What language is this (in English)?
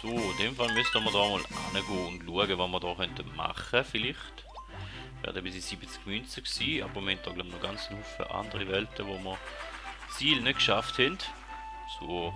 Swiss German